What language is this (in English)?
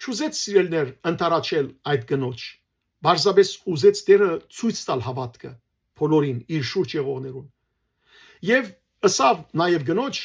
Western Armenian